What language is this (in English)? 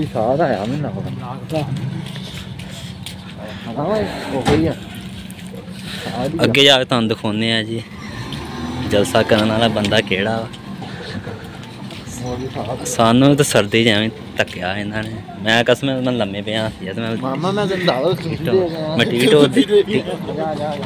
Punjabi